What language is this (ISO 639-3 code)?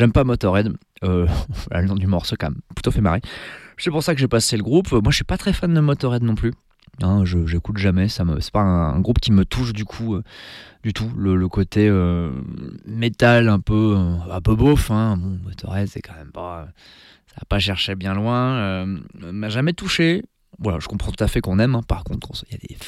fra